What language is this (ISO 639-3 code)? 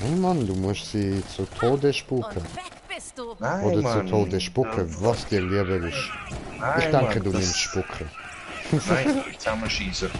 gsw